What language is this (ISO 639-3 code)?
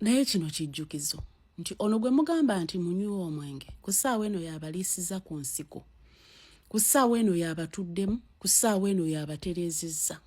lug